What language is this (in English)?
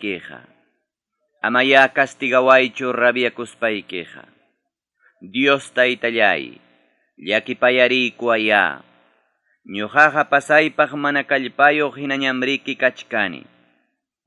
Ayacucho Quechua